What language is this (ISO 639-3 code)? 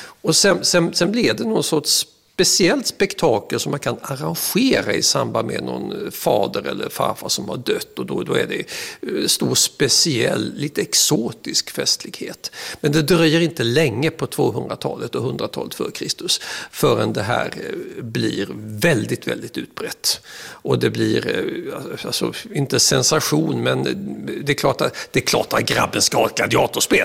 swe